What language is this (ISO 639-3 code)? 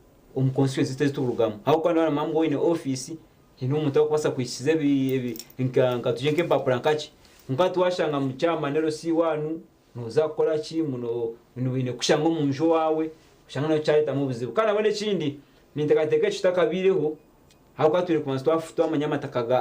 nyn